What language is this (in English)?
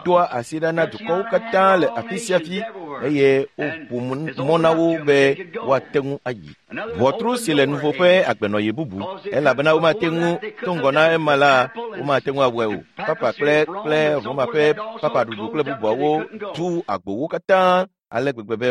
Ewe